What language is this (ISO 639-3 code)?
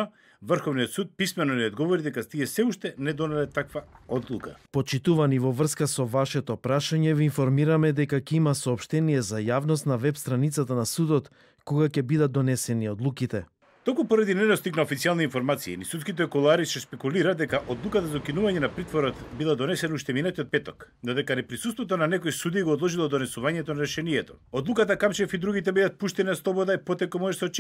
mkd